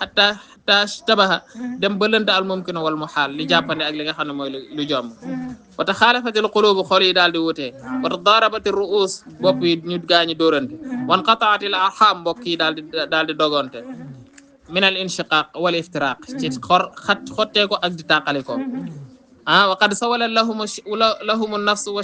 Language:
Wolof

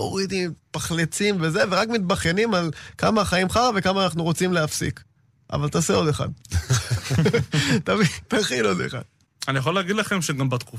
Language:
Hebrew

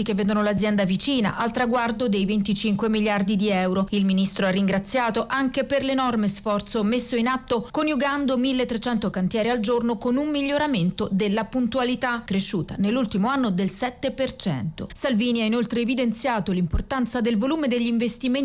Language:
Italian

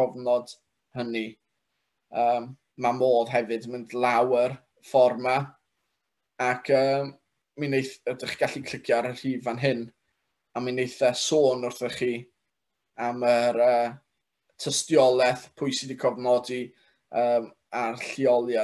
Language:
Welsh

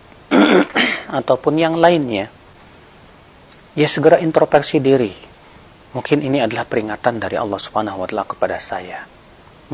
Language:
Indonesian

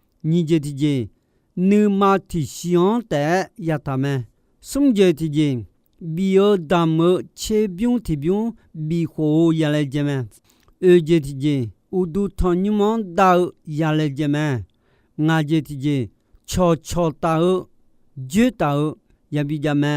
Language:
Akha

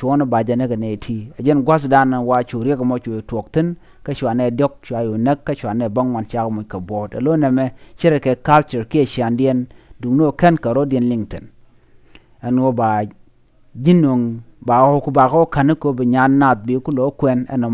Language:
Nuer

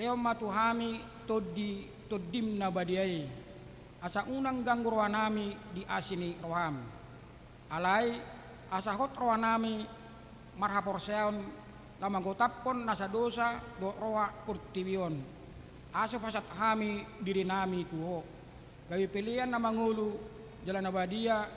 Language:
Batak Toba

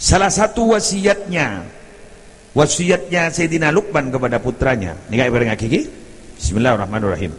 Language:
Madurese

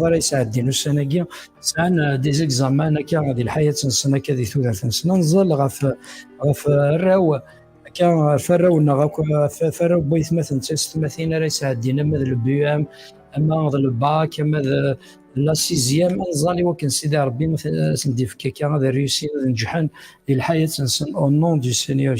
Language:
Kabyle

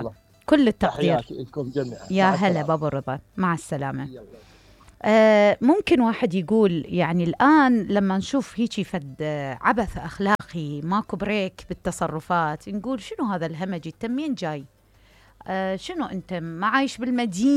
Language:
Mesopotamian Arabic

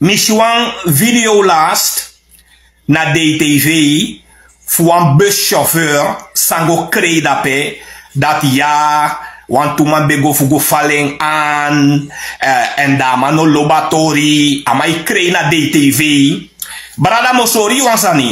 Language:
Sranan Tongo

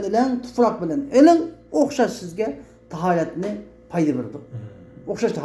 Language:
Uyghur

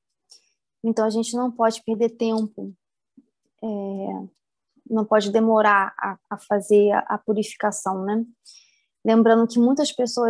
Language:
Portuguese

